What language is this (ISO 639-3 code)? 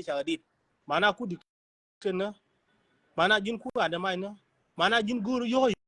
nus